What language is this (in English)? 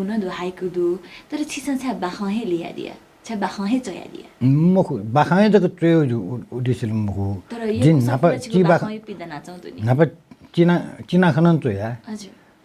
Newari